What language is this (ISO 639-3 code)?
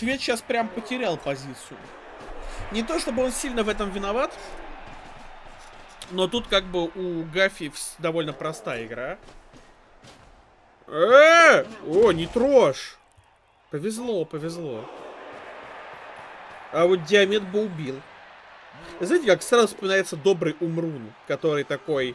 rus